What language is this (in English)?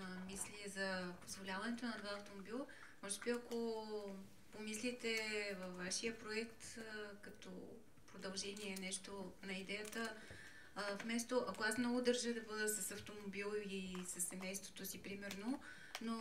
Bulgarian